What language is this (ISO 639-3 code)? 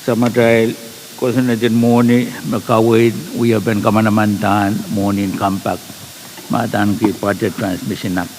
pon